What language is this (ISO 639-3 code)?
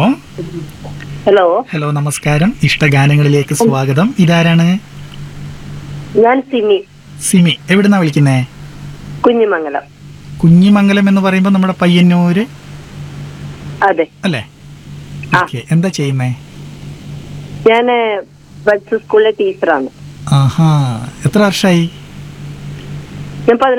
mal